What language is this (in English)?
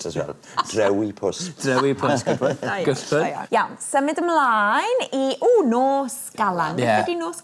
Welsh